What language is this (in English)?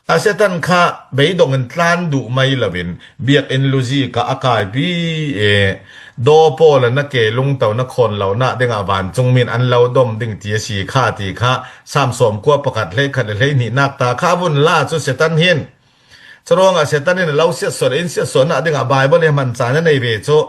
Falam Chin